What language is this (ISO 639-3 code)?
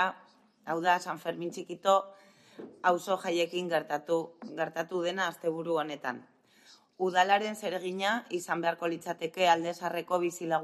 eus